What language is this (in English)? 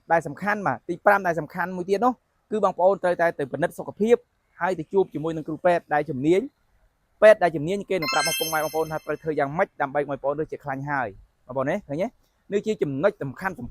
Khmer